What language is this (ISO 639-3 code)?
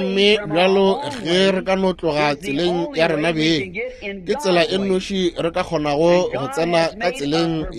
nso